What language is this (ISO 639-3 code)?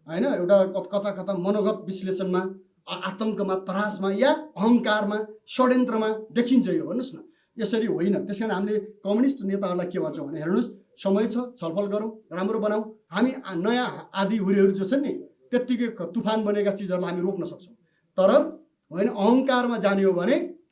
nep